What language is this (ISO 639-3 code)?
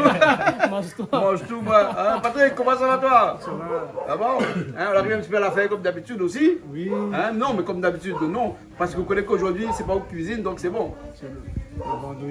rcf